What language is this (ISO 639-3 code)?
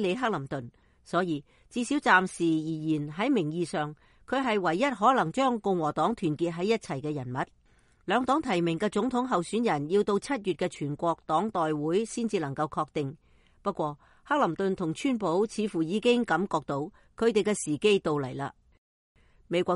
yue